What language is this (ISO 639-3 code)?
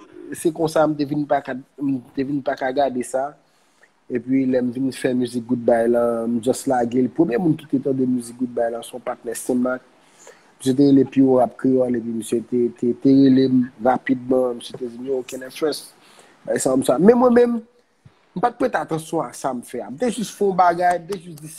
hat